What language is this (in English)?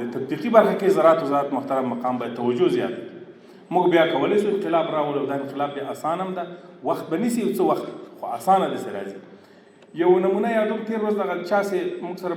Pashto